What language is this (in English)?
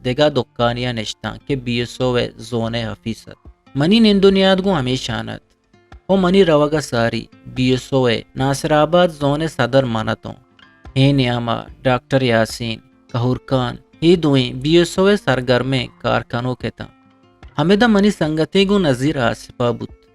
Eastern Balochi